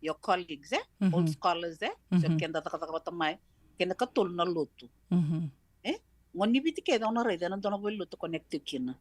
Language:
Fijian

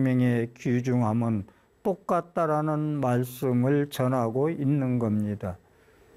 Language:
Korean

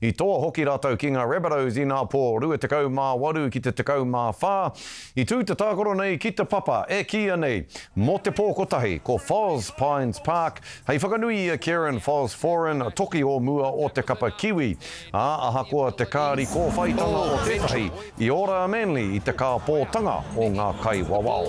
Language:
Māori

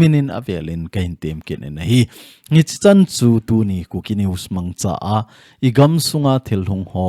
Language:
Thado Chin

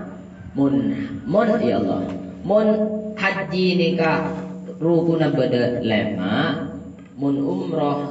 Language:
Madurese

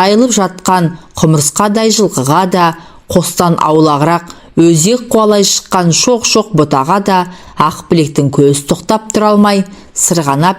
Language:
Kazakh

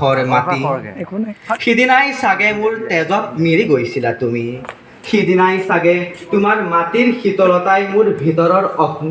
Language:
Assamese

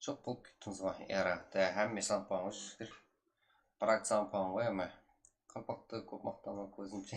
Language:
Kara-Kalpak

